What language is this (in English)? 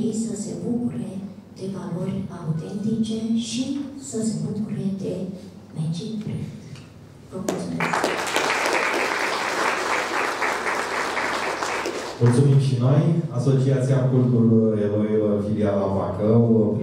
Romanian